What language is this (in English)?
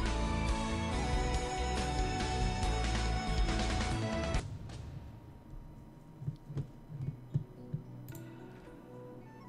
Chinese